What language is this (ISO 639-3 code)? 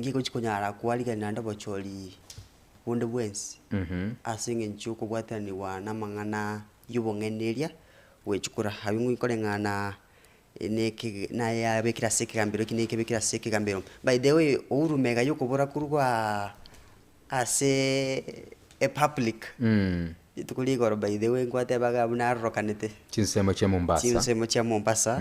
guz